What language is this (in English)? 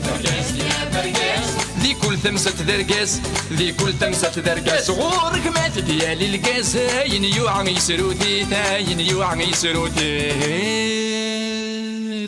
Kabyle